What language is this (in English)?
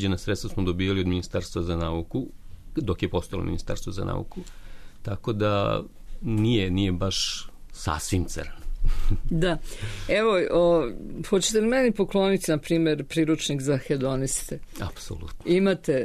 Serbian